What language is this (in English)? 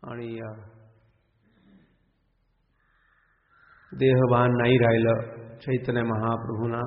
Marathi